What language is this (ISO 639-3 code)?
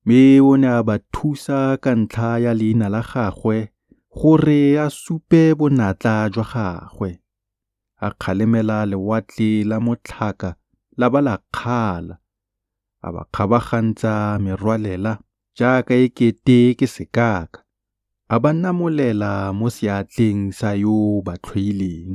tsn